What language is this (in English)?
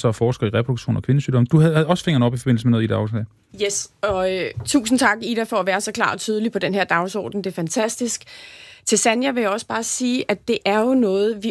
Danish